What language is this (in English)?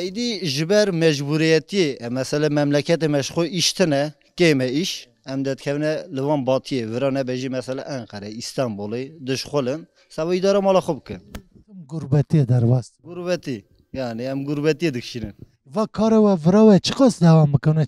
Kurdish